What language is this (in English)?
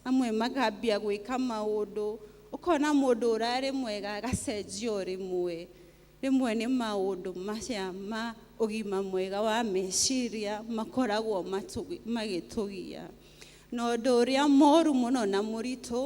Kikuyu